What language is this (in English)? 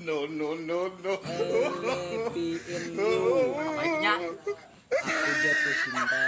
Banjar